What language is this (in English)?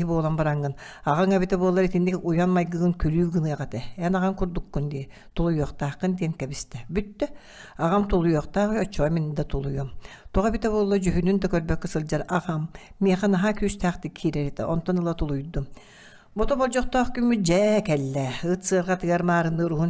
Yakut